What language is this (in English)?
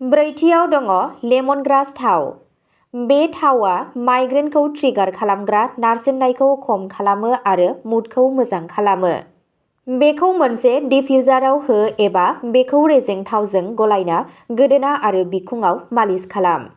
Bodo